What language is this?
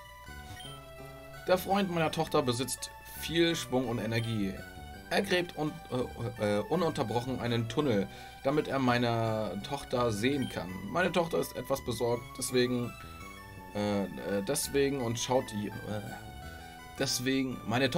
German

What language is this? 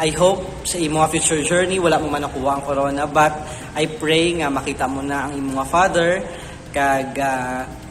Hiligaynon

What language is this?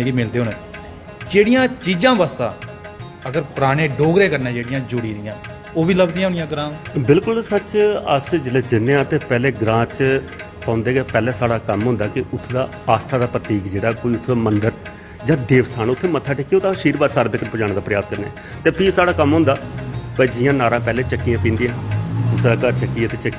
Dogri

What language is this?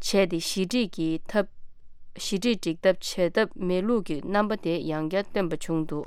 Tibetan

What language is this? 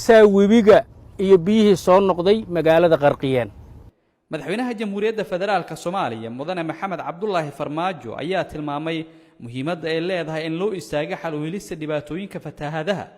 Somali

